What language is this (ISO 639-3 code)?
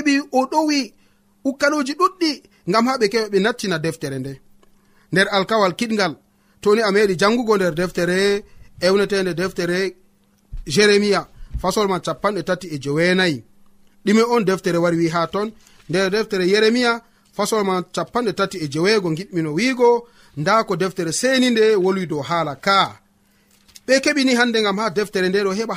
fuv